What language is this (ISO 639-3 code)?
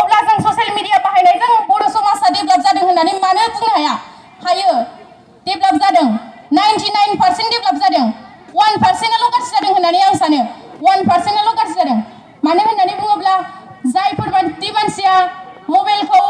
brx